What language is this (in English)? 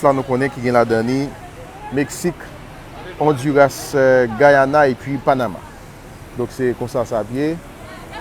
Haitian Creole